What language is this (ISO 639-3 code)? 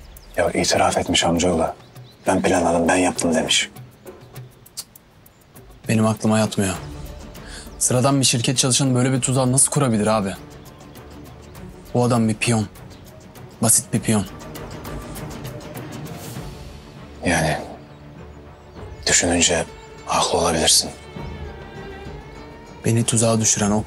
tur